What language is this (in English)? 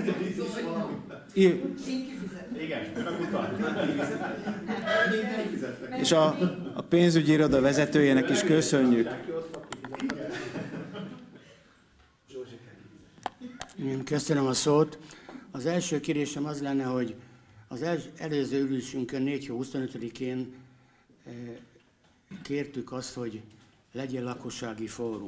Hungarian